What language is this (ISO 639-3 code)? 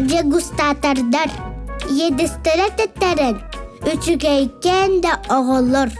sah